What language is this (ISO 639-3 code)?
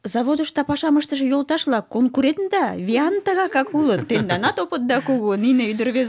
chm